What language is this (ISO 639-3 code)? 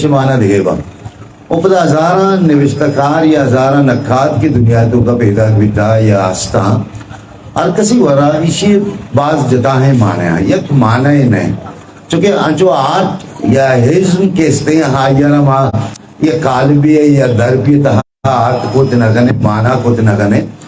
bgp